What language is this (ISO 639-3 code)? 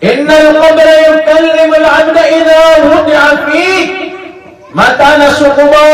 mrw